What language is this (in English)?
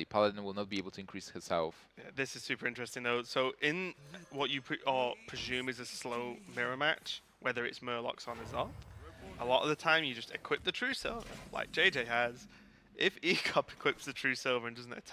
English